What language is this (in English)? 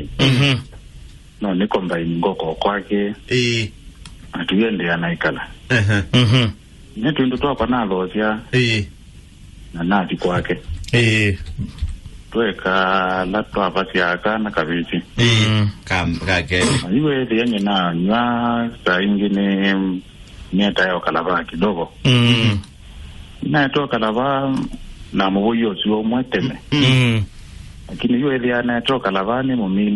Kamba